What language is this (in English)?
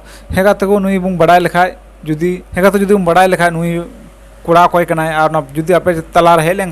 Santali